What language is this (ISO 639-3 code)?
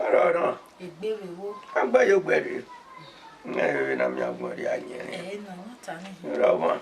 bin